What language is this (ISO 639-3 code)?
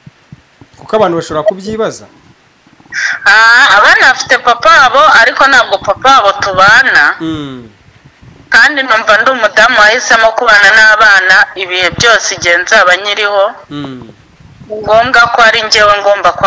kin